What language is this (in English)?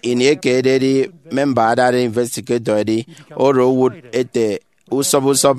Efik